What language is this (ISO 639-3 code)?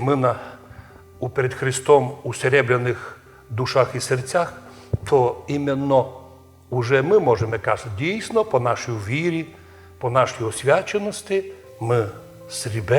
rue